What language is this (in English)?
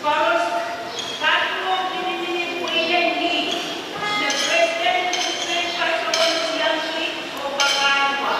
Pohnpeian